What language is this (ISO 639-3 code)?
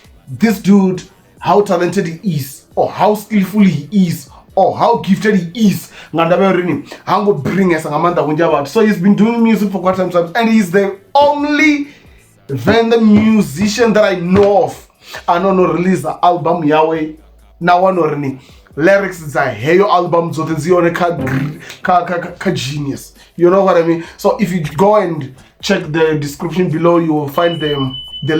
ven